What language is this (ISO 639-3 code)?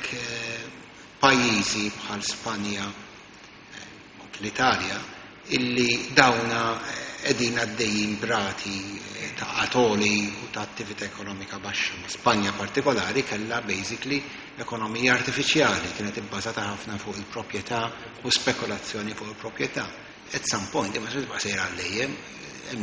mlt